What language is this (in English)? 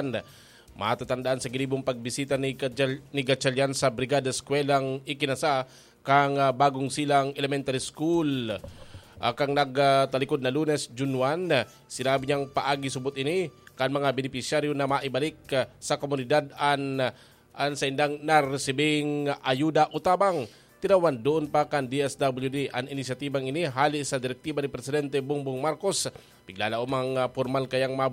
Bikol